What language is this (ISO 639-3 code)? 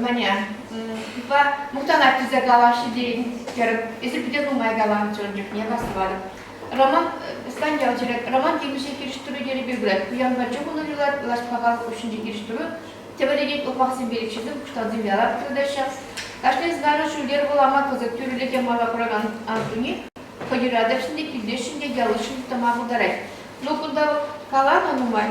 chv